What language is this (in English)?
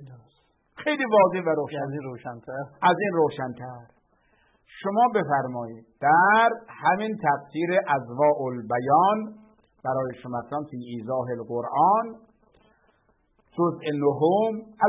Persian